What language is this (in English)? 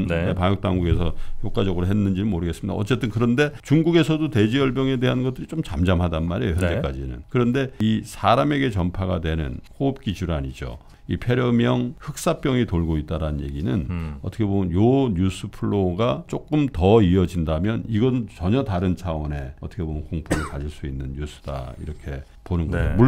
Korean